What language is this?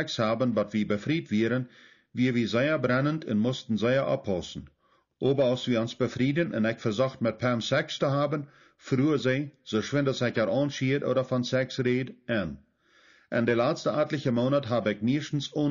Plautdietsch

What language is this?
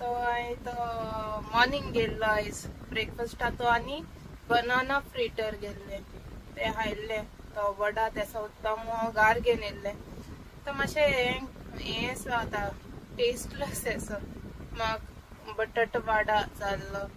Konkani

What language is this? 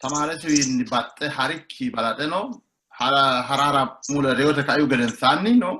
Sidamo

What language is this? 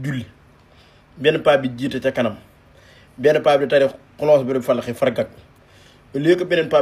Wolof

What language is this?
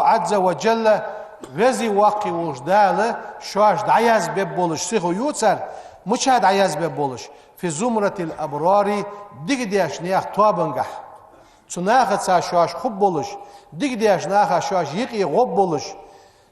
Ingush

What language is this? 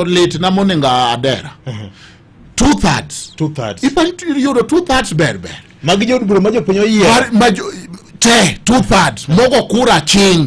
Luo (Kenya and Tanzania)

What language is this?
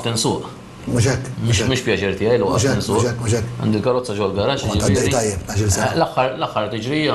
Maltese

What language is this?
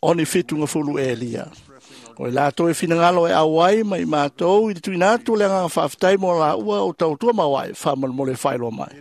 Samoan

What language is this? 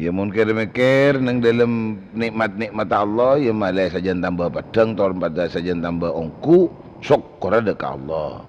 Madurese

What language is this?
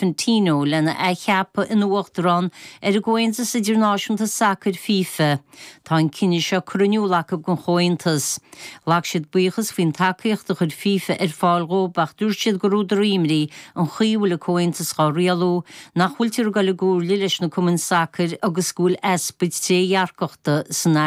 Irish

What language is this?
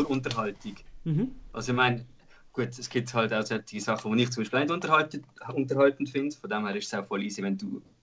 Swiss German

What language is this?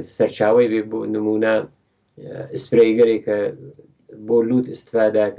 Central Kurdish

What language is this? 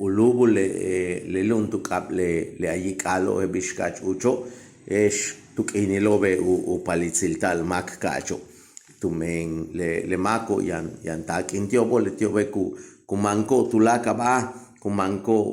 Yucateco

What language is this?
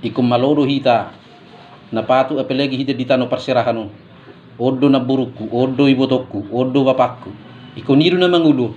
Batak Toba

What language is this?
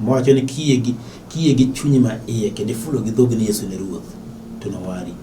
Luo (Kenya and Tanzania)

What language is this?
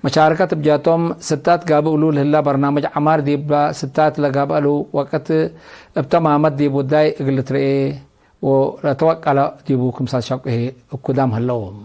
Tigre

